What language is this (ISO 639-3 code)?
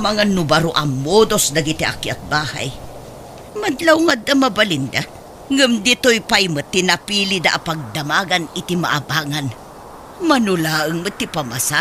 ilo